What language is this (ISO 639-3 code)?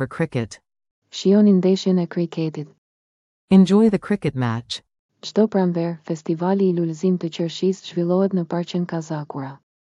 sqi